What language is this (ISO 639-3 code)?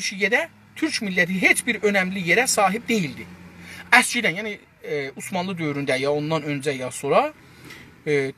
azb